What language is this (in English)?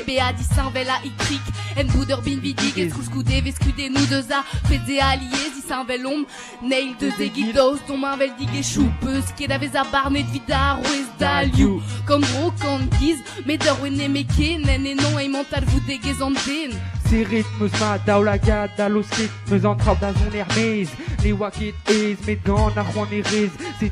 Breton